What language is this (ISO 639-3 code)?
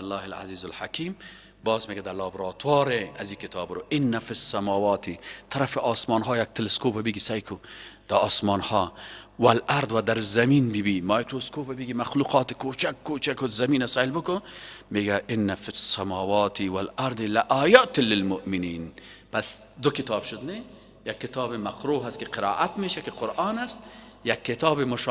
fas